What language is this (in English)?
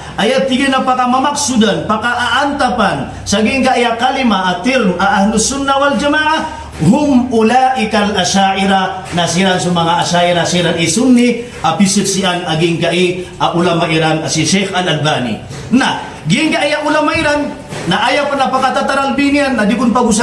Maranao